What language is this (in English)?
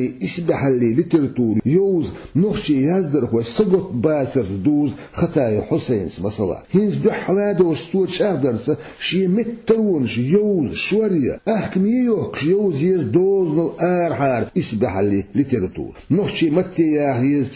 Chechen